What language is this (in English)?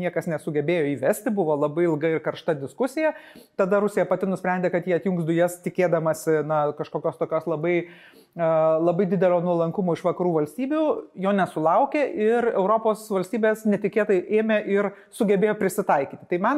Lithuanian